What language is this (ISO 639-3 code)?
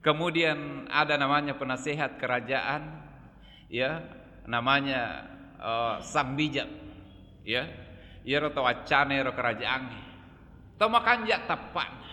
bug